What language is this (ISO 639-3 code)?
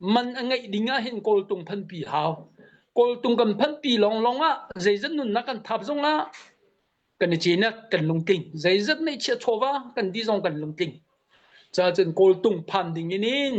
cnh